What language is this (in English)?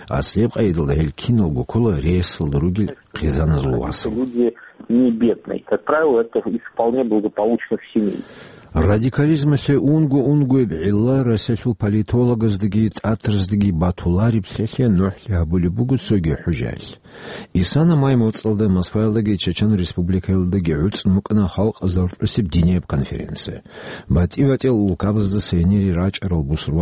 Avaric